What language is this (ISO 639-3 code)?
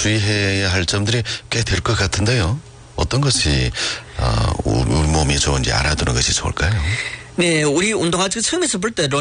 kor